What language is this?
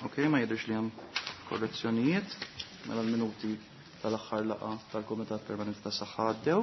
Maltese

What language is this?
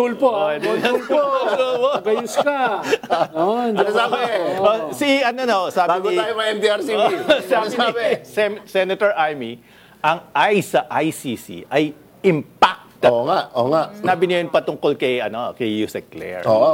Filipino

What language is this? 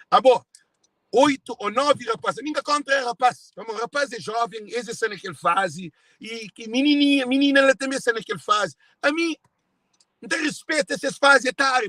Kabuverdianu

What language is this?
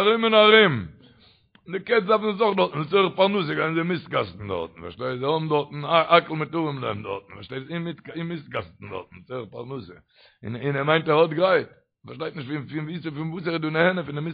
Yiddish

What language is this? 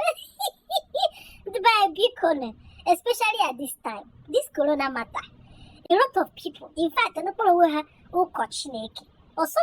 Igbo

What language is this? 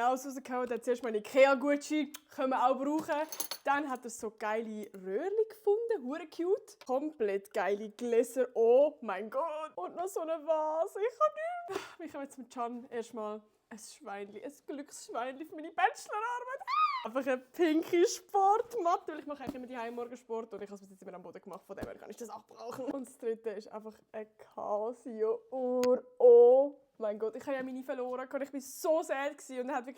Swiss German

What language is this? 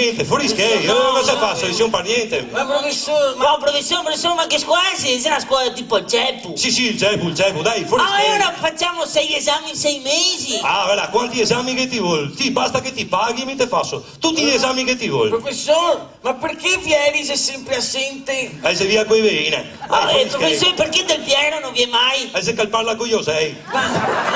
Venetian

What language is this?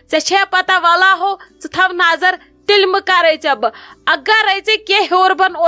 Kashmiri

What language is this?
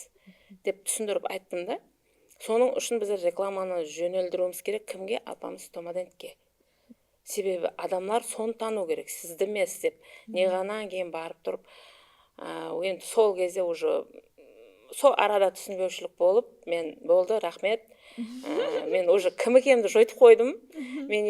Kara-Kalpak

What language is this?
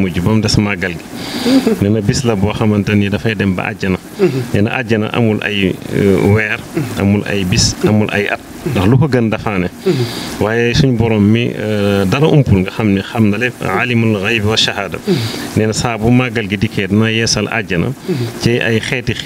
Wolof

